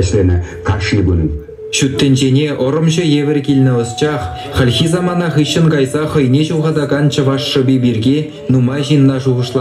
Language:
Chuvash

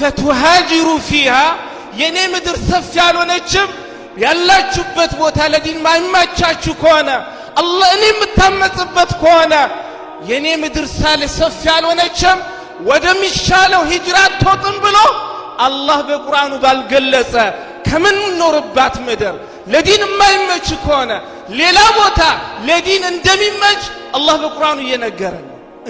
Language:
Amharic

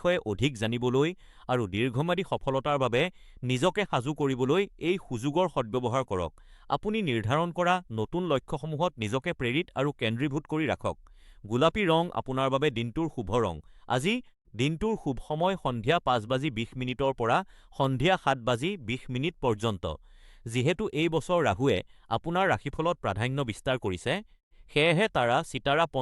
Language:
Assamese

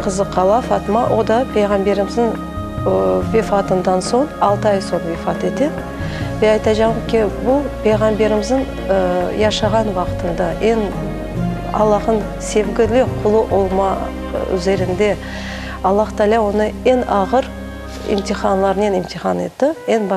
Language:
Crimean Tatar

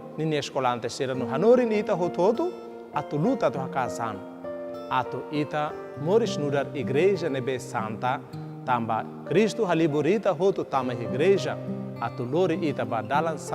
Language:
Tetum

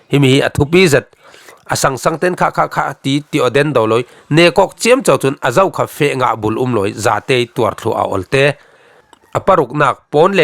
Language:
Falam Chin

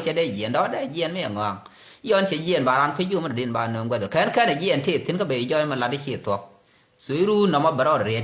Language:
Nuer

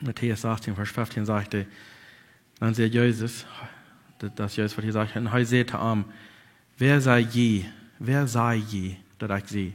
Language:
Plautdietsch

